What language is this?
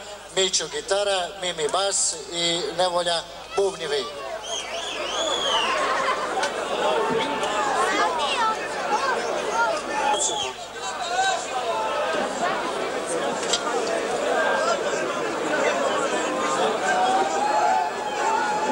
Serbian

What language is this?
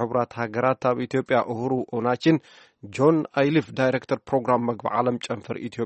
Tigrinya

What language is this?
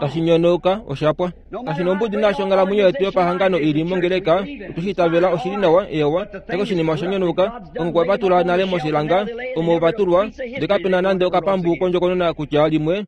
Kuanyama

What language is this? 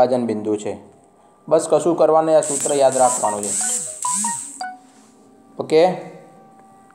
Gujarati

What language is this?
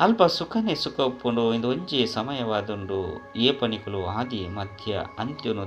Tulu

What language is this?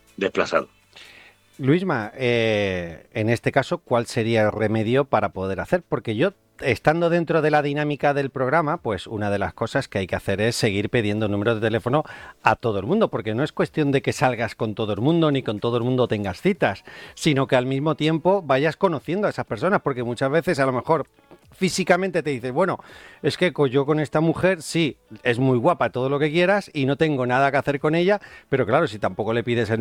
Spanish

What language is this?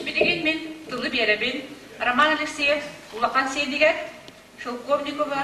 Yakut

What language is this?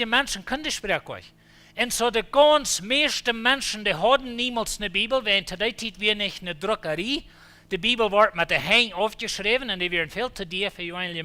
Plautdietsch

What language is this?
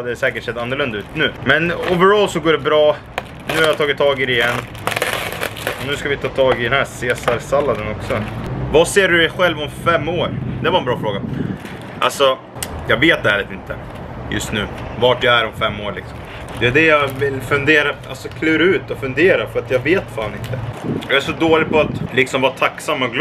Swedish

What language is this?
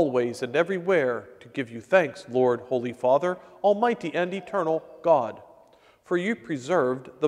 English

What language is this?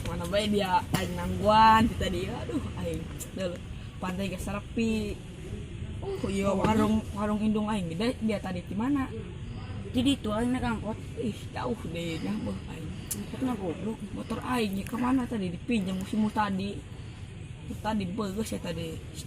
Sundanese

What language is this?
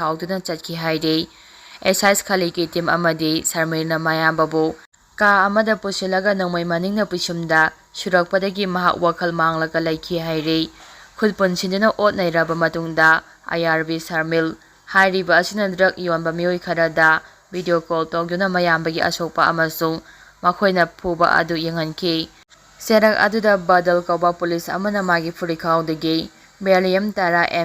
Manipuri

